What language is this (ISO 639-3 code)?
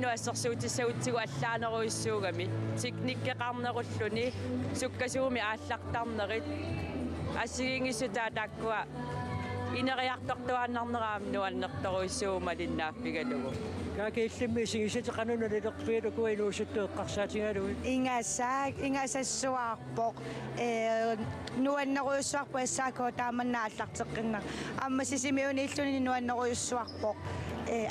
kal